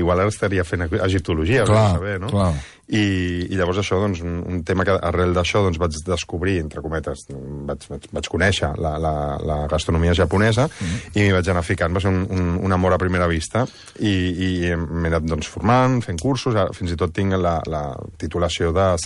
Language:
Catalan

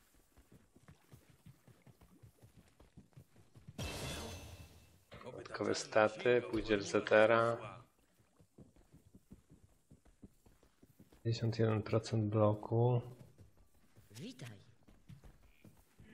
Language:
Polish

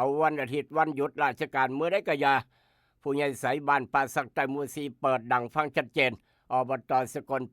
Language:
Northeastern Thai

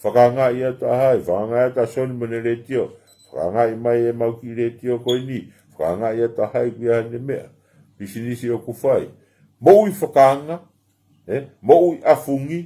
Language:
Tongan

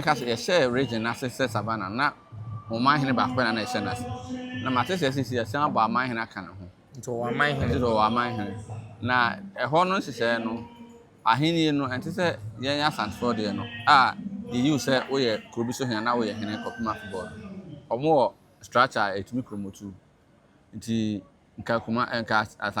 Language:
Akan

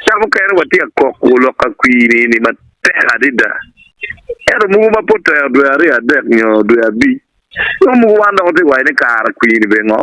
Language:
Acoli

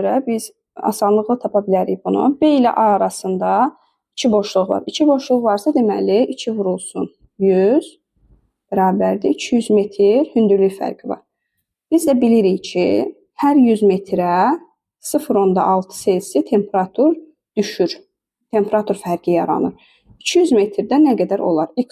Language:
Azerbaijani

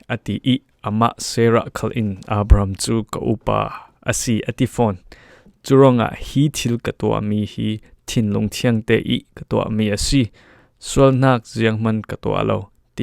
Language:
Falam Chin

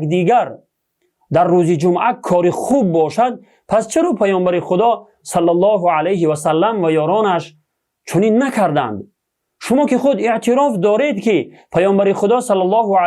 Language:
Tajik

